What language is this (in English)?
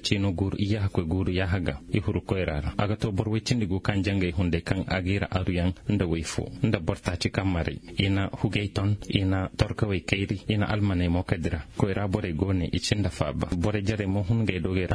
Zarma